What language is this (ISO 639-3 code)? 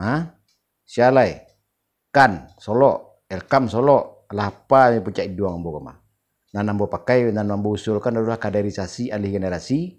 min